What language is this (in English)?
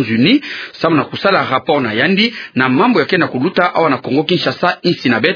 Kituba (Democratic Republic of Congo)